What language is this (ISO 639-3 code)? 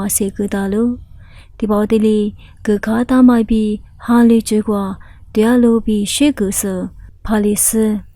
lis